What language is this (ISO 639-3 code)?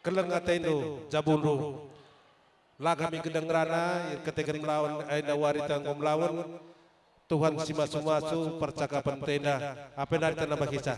btx